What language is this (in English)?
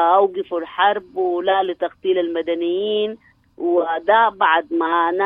Sudanese Arabic